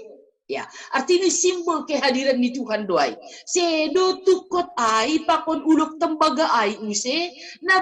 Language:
Batak Simalungun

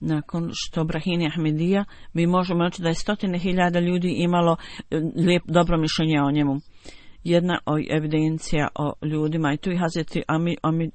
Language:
Bosnian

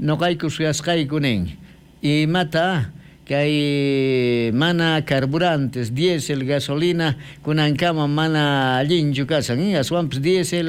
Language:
South Bolivian Quechua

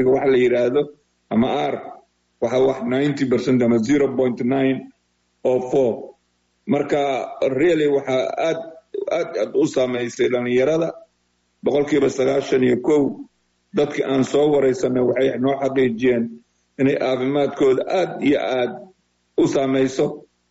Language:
Somali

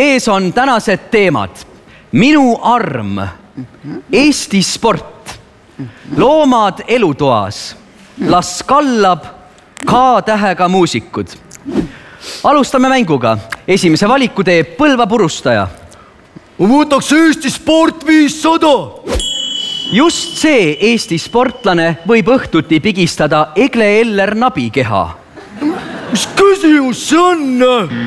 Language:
Estonian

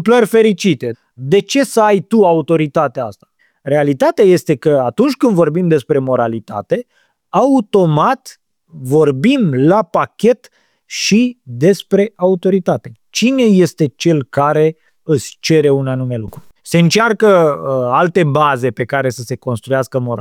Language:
Romanian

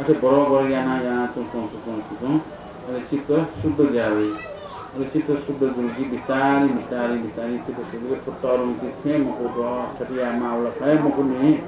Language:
Newari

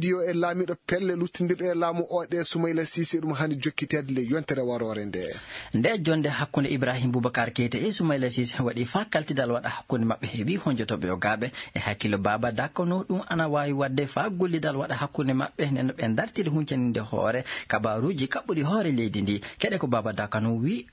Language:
Fula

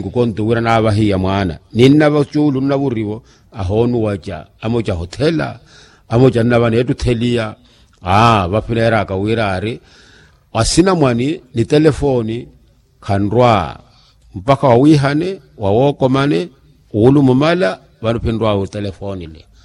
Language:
Makhuwa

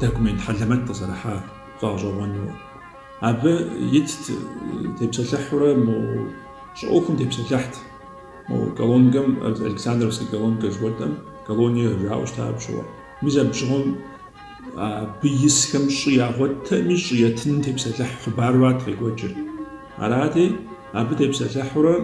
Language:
Kabardian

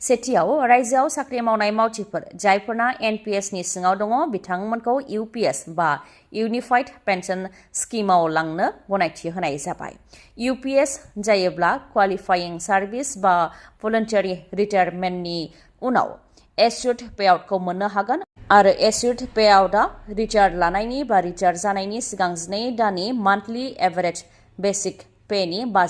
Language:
Bodo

